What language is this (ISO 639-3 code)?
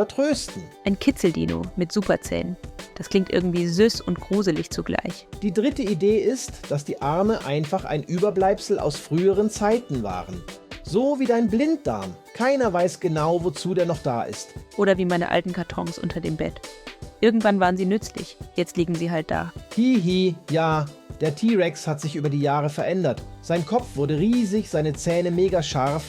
gsw